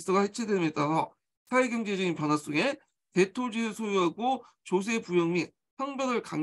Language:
Korean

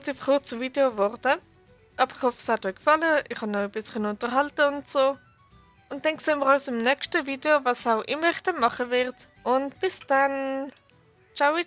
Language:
Swiss German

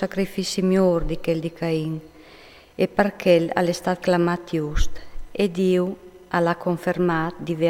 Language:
Friulian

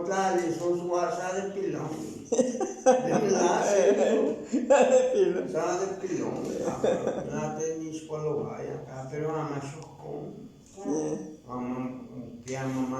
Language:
Guerrero Nahuatl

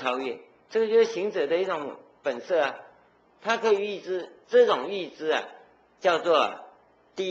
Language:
Chinese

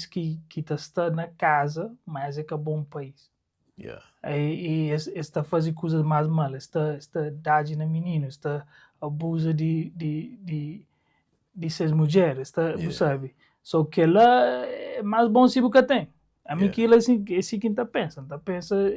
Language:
Kabuverdianu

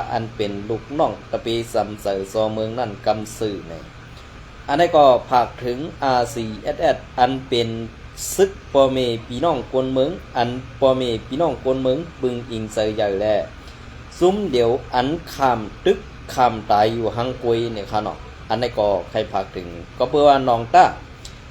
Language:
Shan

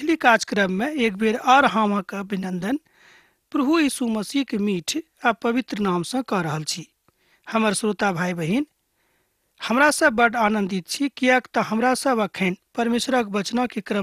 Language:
Maithili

